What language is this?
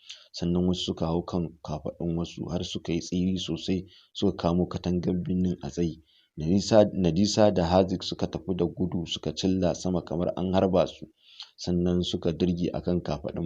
Hausa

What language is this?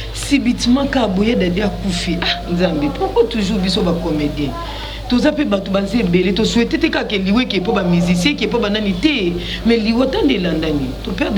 Lingala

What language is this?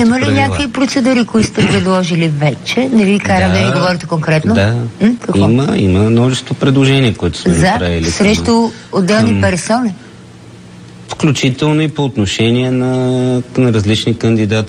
Bulgarian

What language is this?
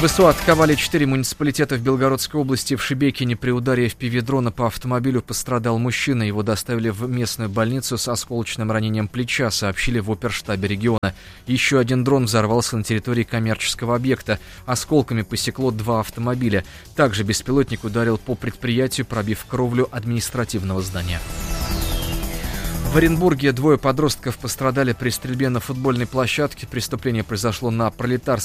Russian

